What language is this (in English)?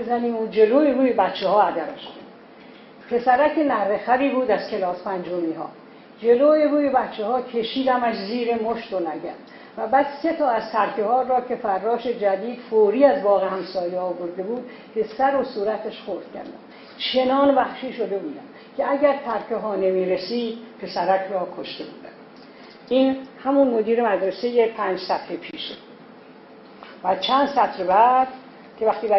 Persian